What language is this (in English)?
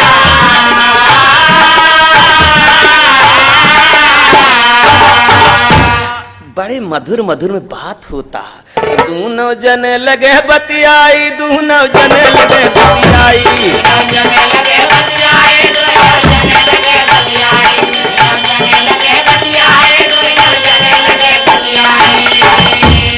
Bhojpuri